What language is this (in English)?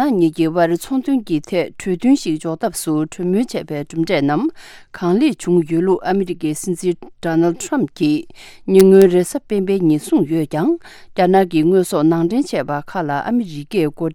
Tibetan